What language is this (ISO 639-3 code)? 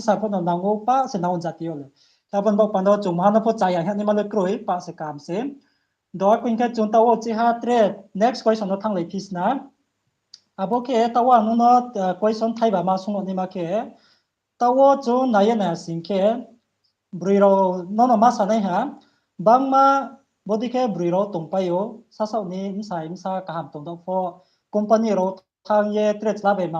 ria